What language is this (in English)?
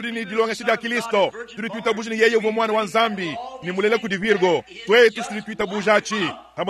Luba-Lulua